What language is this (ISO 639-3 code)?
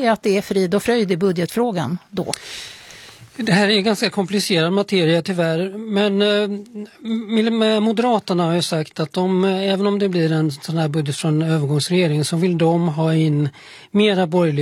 swe